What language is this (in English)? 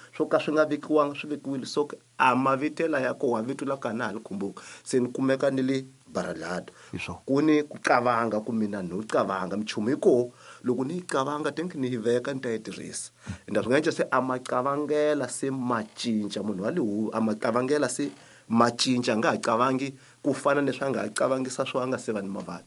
Tsonga